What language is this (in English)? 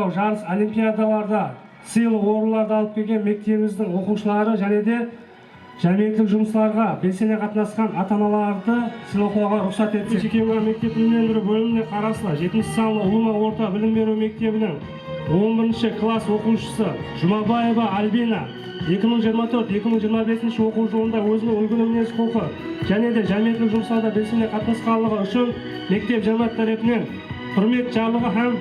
Kara-Kalpak